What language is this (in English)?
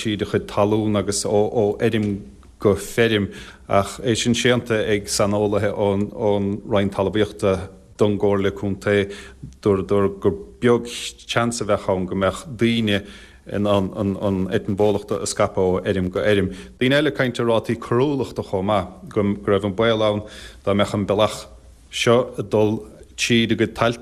Irish